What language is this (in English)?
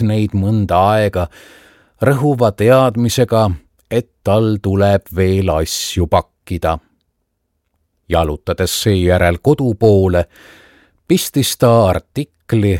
Estonian